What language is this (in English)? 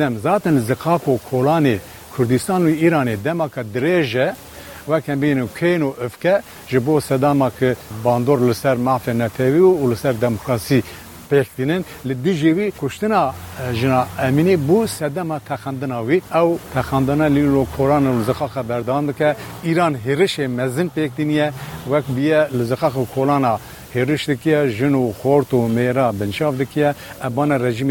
Kurdish